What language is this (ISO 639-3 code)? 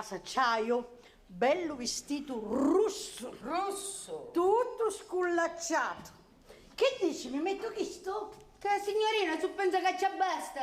scn